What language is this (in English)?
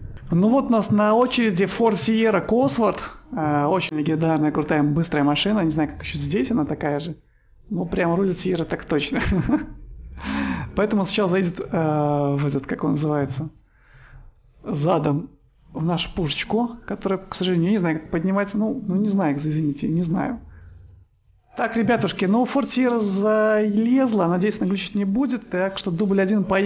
Russian